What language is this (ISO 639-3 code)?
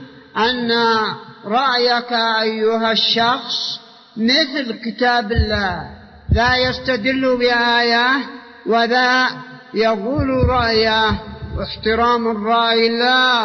ara